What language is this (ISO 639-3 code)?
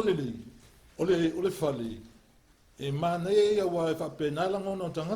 smo